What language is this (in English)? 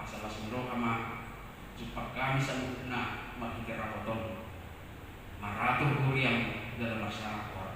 Batak Toba